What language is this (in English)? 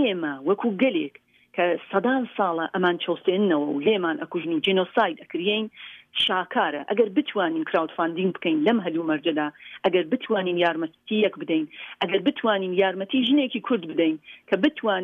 Central Kurdish